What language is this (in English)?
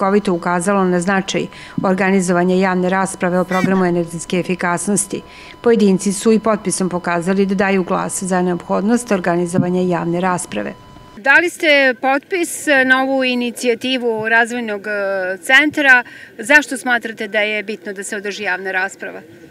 Serbian